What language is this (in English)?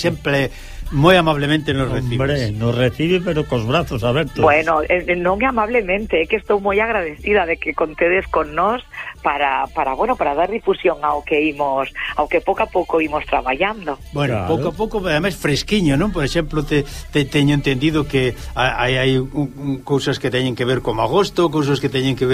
Galician